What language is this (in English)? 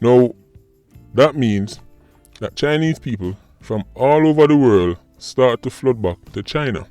Jamaican Creole English